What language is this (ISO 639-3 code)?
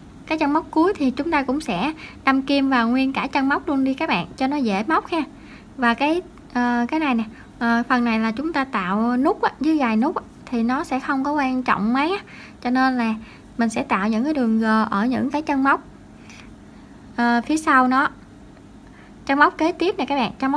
vie